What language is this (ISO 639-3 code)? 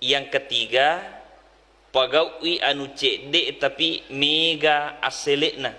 bug